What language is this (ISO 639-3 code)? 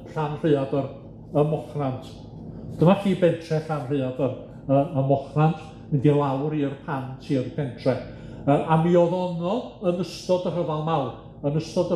cym